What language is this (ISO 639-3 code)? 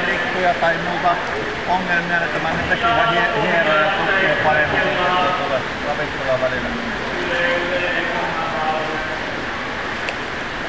fin